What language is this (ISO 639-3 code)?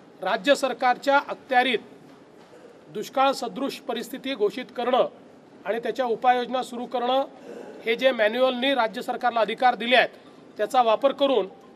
mar